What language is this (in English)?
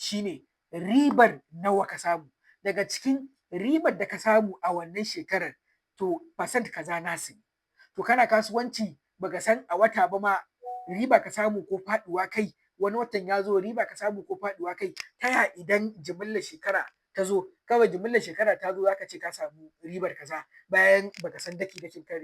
Hausa